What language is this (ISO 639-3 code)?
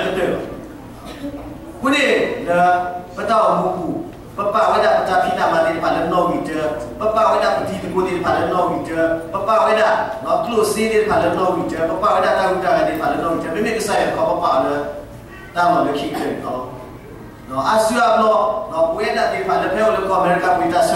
ksw